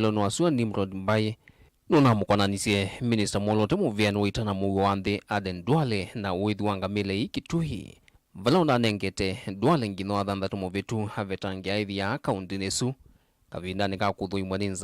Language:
Kamba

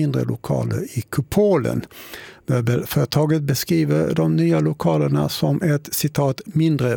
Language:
Swedish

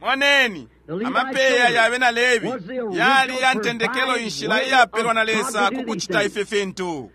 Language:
Bemba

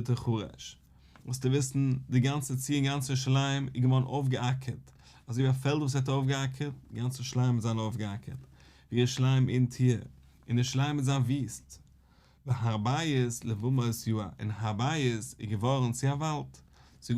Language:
Yiddish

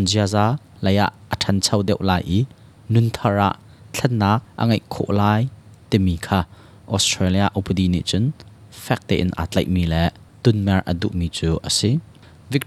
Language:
Hakha Chin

